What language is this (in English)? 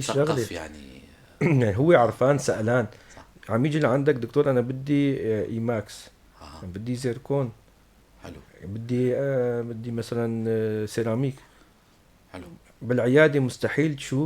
North Levantine Arabic